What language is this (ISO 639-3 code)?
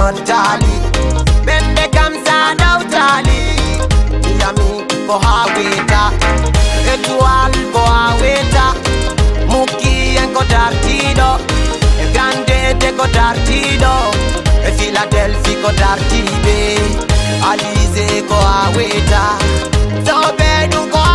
ful